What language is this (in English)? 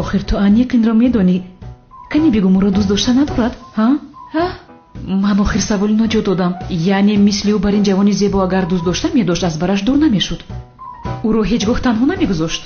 Tajik